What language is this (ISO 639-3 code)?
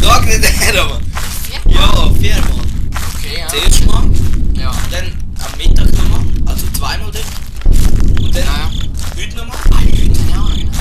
gsw